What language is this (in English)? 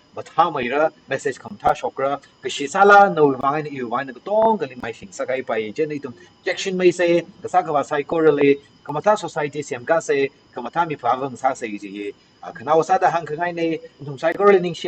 Tangkhul Naga (India)